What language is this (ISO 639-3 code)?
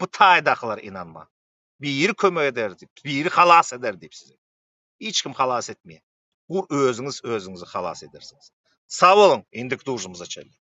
tuk